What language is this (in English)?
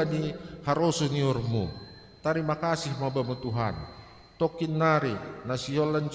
Batak Simalungun